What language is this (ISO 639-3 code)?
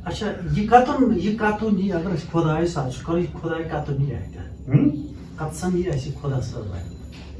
kas